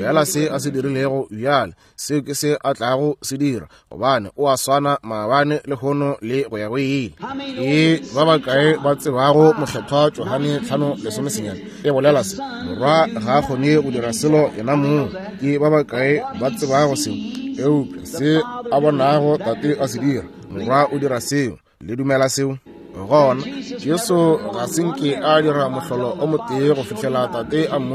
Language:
Northern Sotho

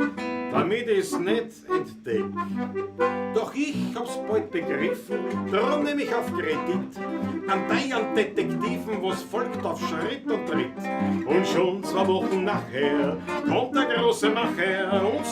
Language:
Bavarian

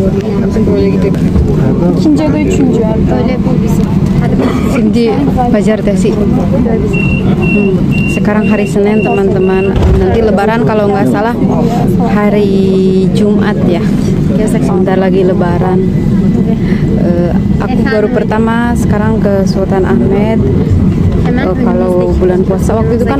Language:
Indonesian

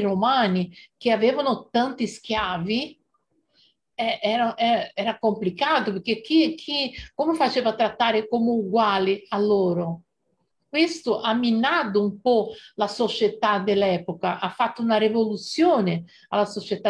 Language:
Italian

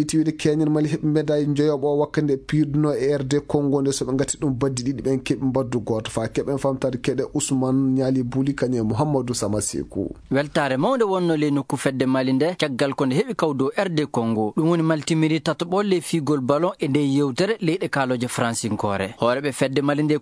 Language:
Maasina Fulfulde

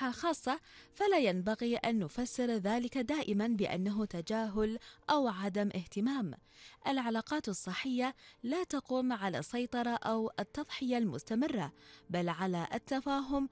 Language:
Arabic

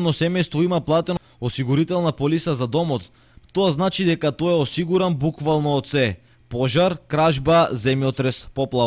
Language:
Macedonian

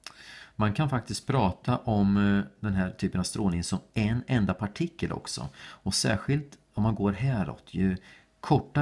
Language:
Swedish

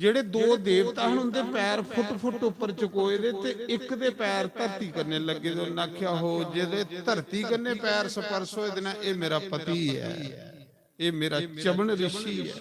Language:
Dogri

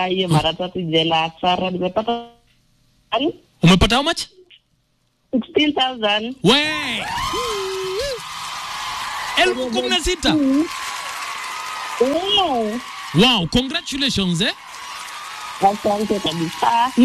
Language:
Swahili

